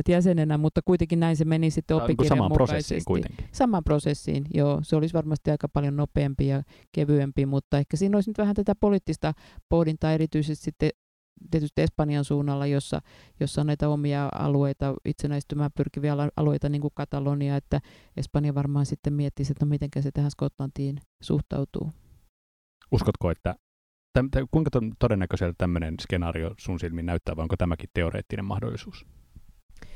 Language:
Finnish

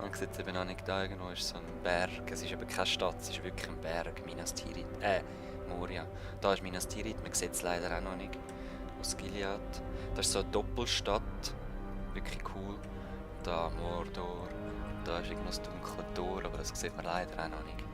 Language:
Swiss German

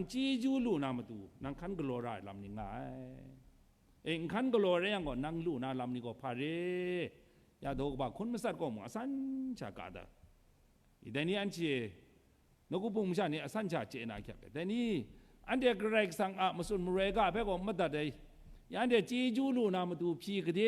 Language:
Kachin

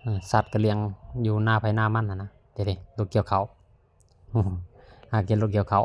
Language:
Lao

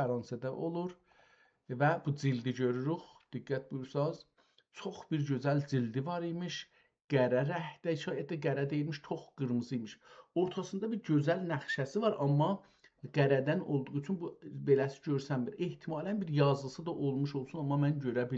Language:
South Azerbaijani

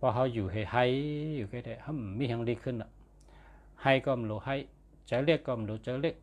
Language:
Shan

